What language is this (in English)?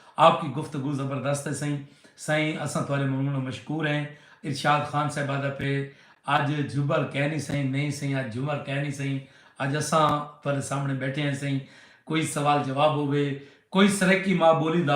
Saraiki